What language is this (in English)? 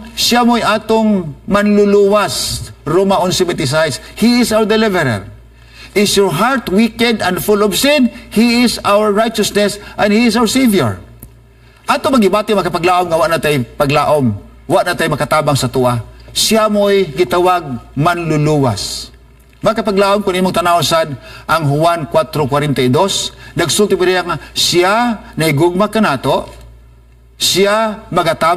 Cebuano